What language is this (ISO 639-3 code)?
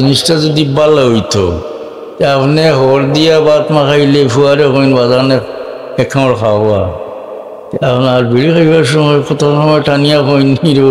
syl